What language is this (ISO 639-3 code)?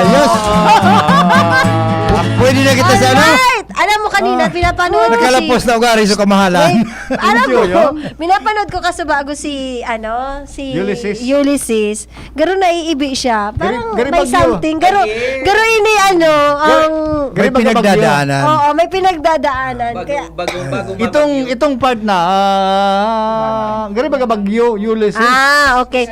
bik